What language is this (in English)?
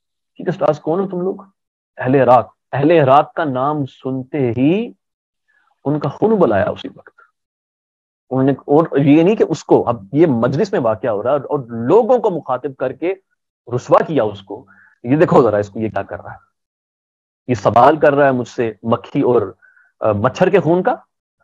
Urdu